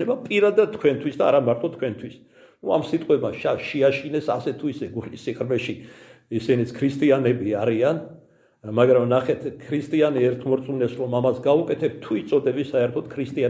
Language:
Georgian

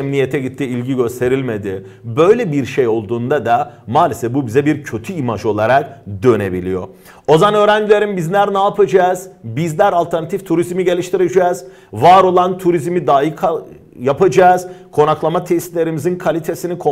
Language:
Turkish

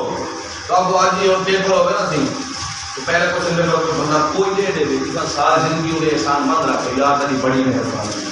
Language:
Saraiki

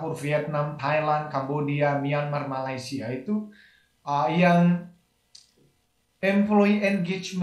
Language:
Indonesian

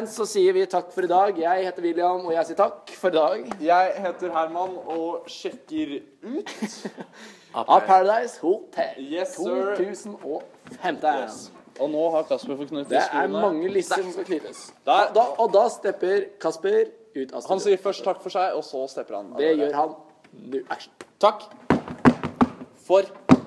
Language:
Norwegian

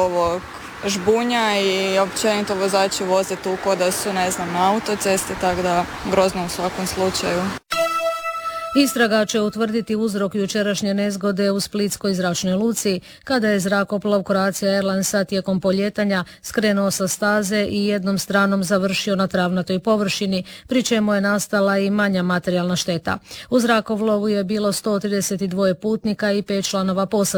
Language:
Croatian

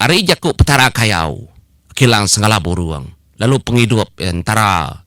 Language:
Iban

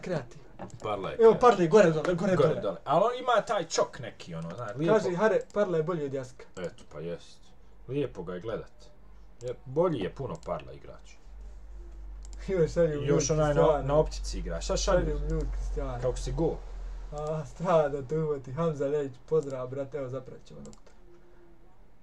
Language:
Bosnian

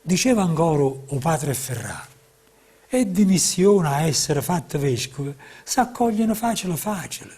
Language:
Neapolitan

